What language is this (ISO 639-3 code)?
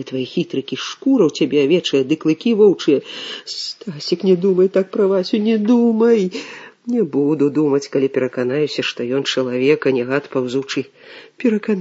bel